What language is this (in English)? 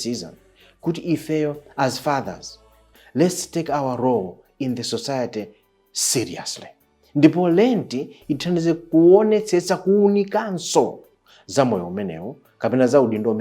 Nyanja